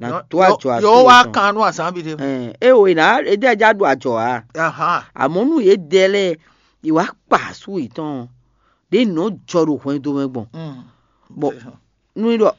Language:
Fon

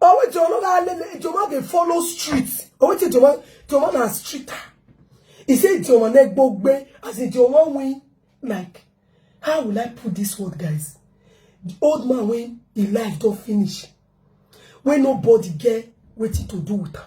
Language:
Nigerian Pidgin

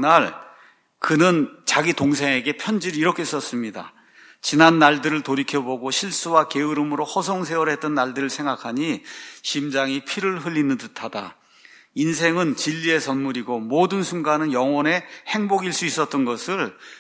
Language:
Korean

